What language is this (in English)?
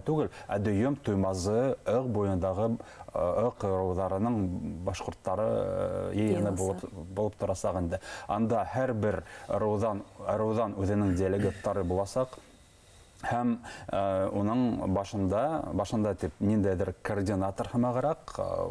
Bashkir